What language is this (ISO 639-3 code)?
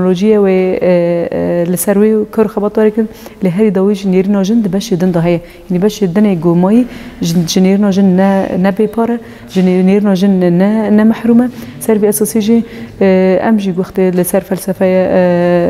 kur